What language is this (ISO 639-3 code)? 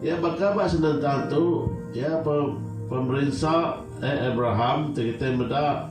iba